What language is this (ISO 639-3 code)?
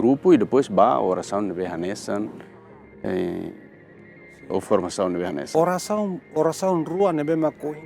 tet